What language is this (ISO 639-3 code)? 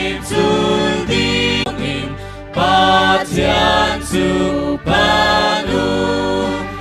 cnh